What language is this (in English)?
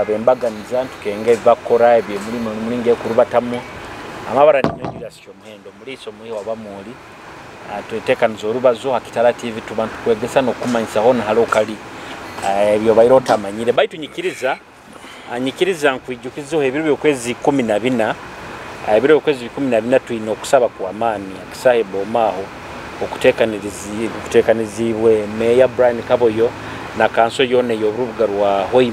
Nyoro